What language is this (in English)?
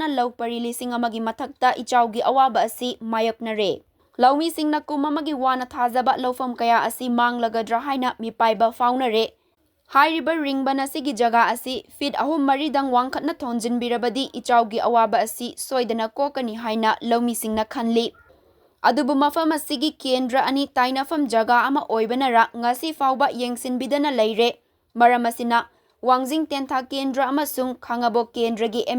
Manipuri